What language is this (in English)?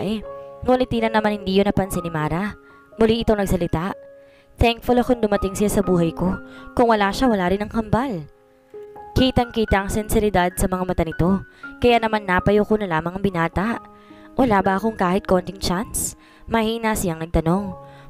Filipino